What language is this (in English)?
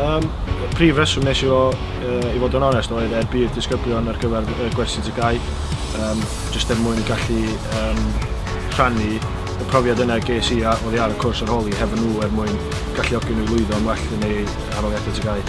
Welsh